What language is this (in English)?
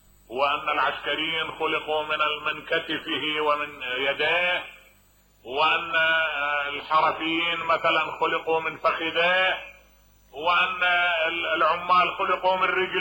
Mesopotamian Arabic